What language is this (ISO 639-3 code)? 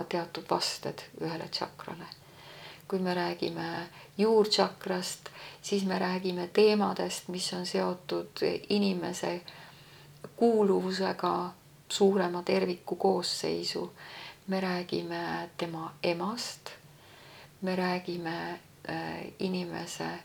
est